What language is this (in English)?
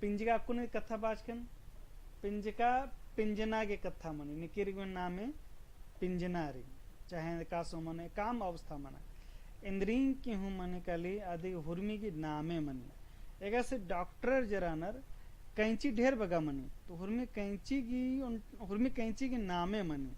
Kurukh